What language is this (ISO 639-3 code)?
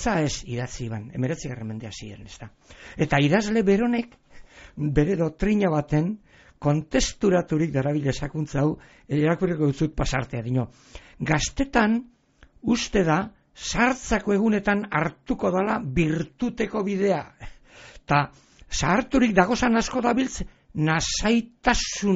eus